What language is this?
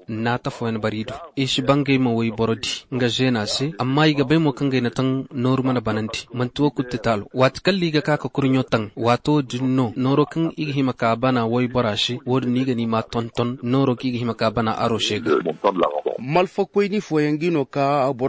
Zarma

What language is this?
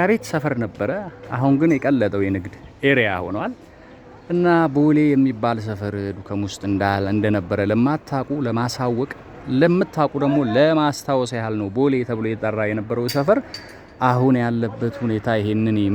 Amharic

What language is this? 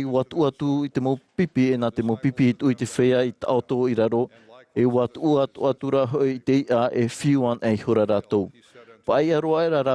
Tahitian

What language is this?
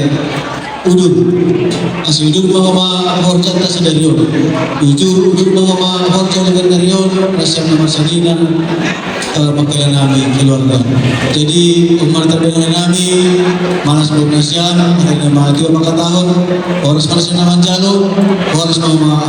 Batak Toba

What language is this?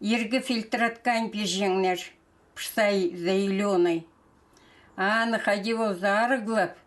Khakas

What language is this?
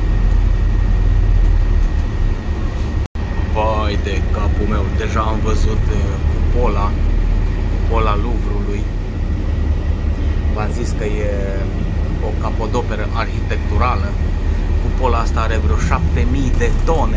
Romanian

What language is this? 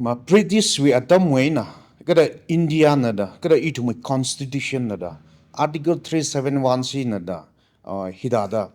Tangkhul Naga (India)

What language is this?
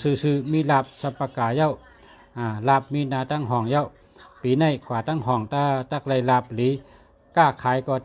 Shan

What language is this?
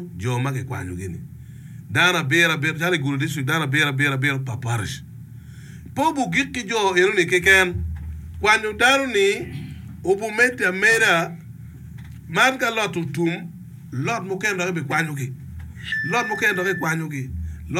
Acoli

